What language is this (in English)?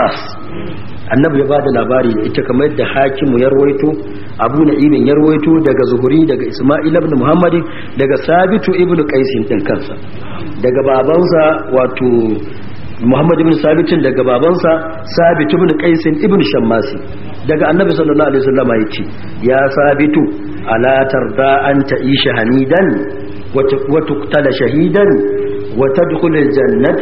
Hausa